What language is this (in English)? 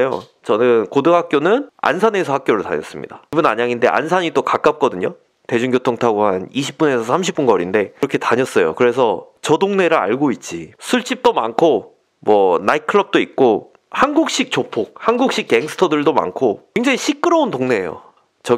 Korean